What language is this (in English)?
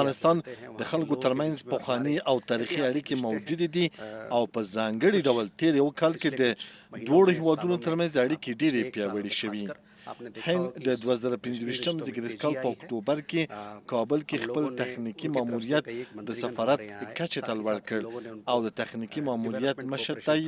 Pashto